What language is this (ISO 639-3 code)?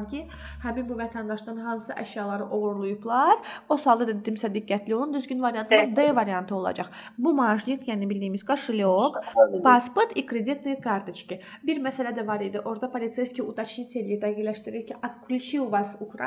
aze